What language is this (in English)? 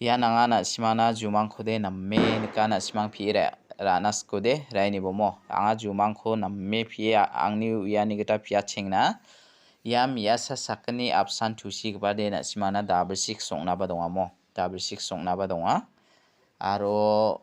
Garo